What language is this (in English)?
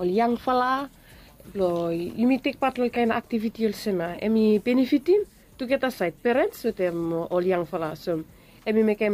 Bislama